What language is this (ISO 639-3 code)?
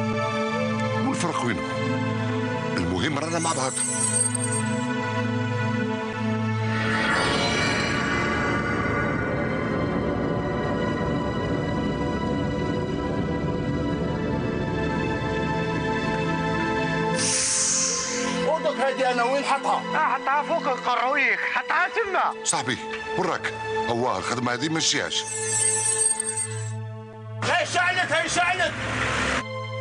arq